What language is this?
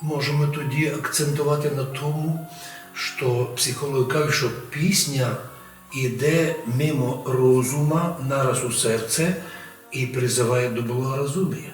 Rusyn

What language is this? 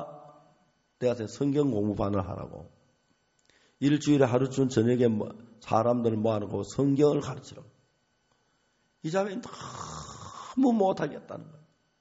Korean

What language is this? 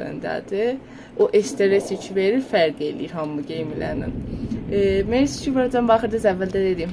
South Azerbaijani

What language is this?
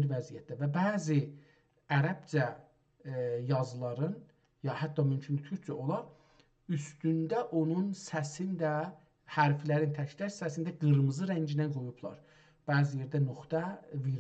South Azerbaijani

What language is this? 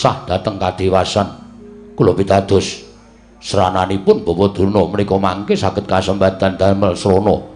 Javanese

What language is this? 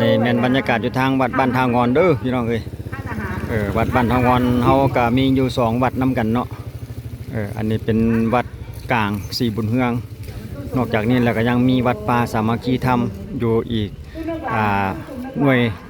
Lao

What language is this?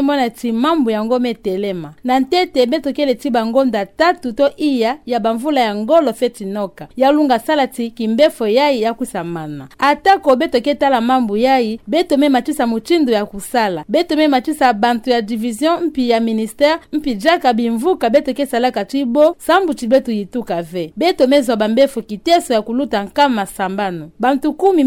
Kituba (Democratic Republic of Congo)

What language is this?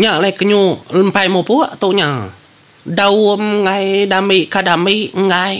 Iban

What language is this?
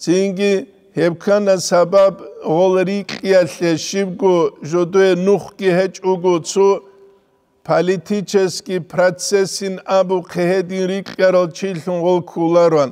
Avaric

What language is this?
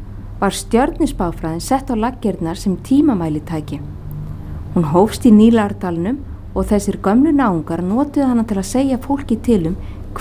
Icelandic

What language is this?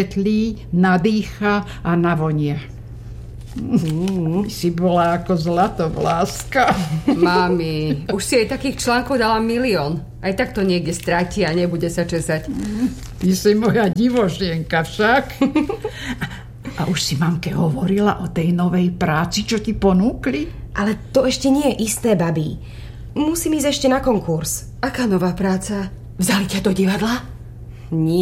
Slovak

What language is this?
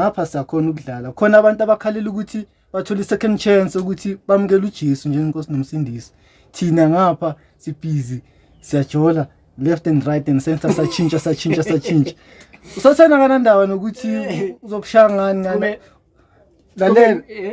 Zulu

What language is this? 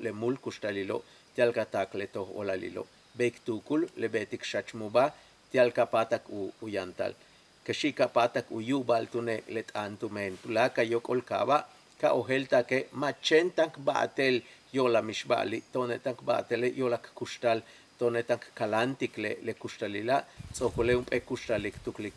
Yucateco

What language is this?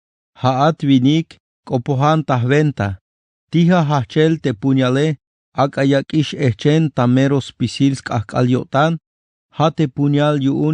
Tzeltal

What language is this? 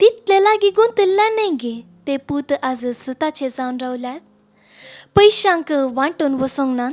Konkani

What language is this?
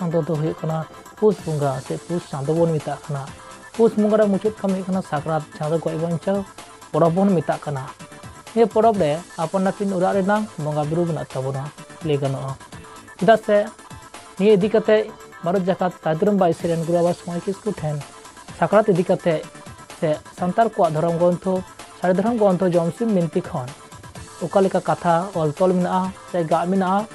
Santali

